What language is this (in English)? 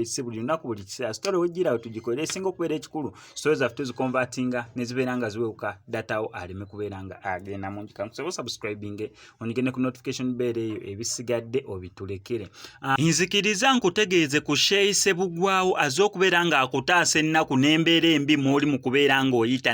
Ganda